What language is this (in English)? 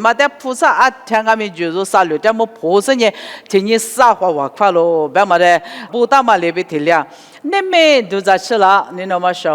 Lisu